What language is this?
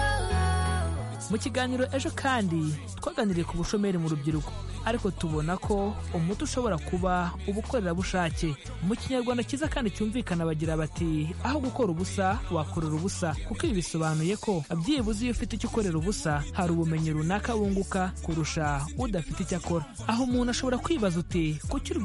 Kinyarwanda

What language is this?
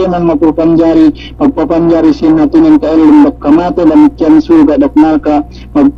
Yakan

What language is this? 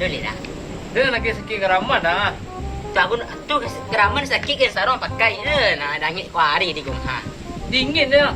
Minangkabau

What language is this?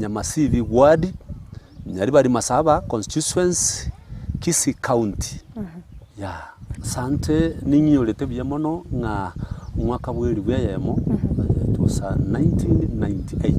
Gusii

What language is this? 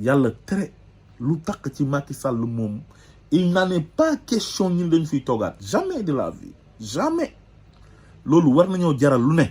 Wolof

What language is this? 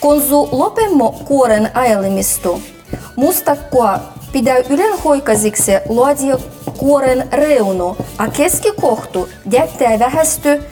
Livvi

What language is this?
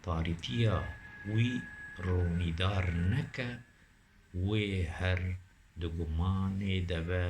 Kurdish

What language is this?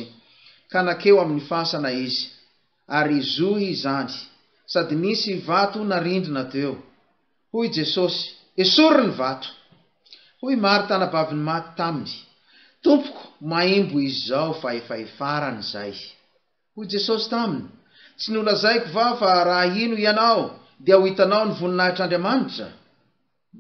Malagasy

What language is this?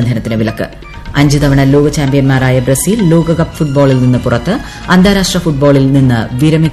Malayalam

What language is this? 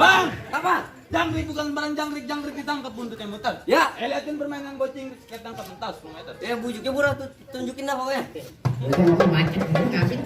Betawi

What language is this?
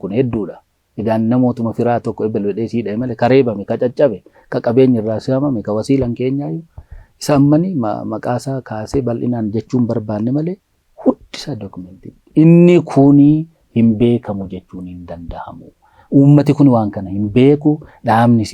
Oromo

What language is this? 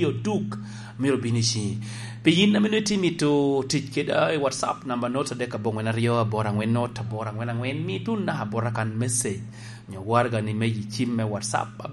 Lango (Uganda)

